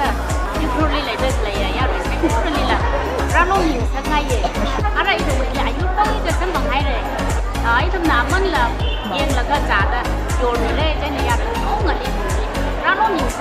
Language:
Tangkhul Naga (India)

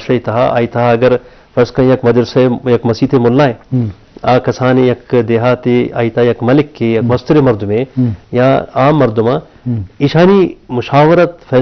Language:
Eastern Balochi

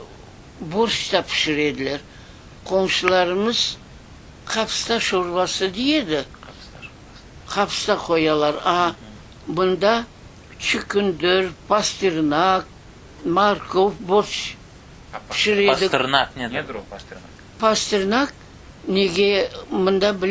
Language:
Crimean Tatar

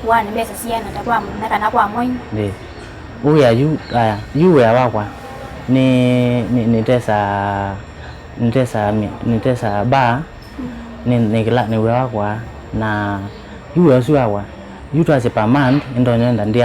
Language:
Kamba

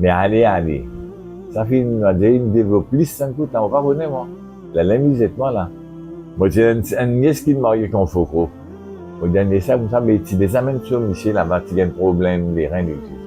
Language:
Morisyen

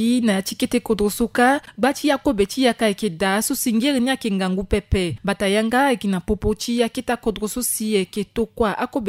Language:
Sango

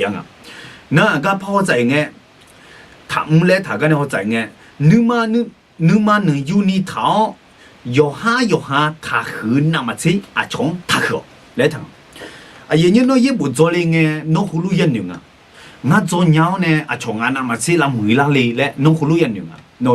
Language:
Akha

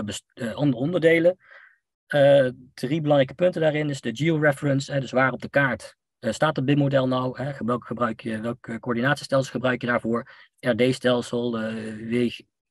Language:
Dutch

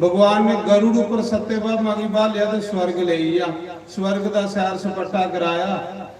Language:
Dogri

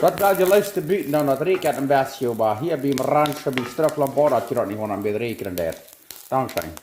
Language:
Plautdietsch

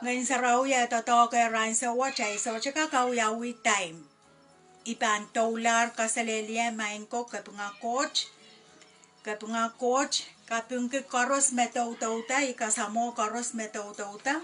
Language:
Pohnpeian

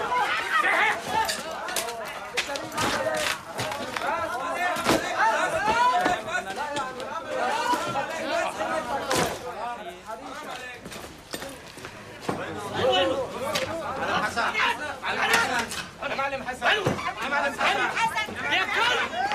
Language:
North Levantine Arabic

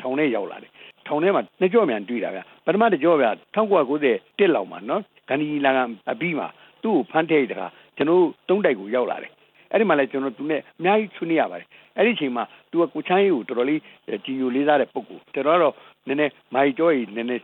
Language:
Burmese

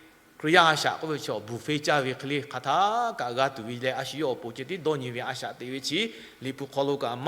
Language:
Lahu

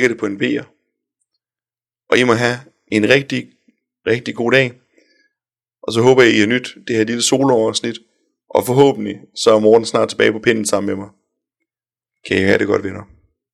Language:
Danish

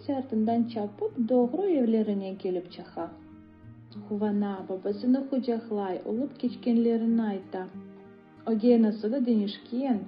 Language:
Crimean Tatar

